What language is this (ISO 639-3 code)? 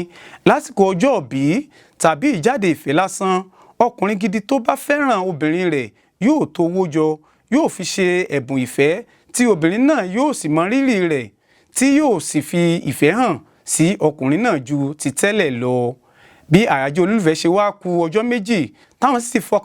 yor